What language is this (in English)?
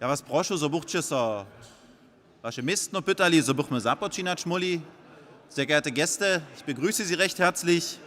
Upper Sorbian